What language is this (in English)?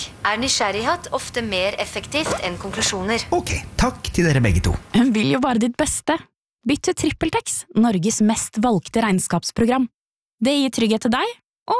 Norwegian